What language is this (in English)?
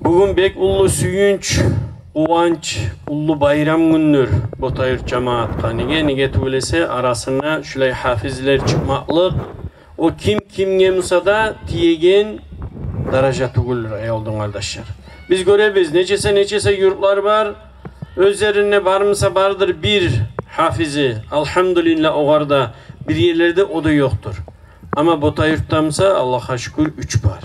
Kumyk